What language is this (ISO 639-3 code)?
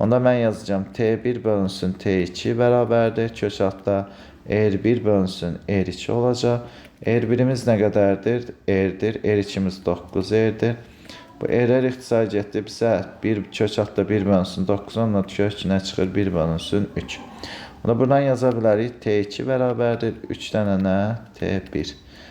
aze